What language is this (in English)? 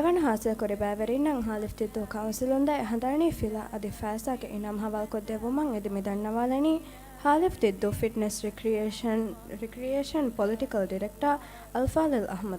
Divehi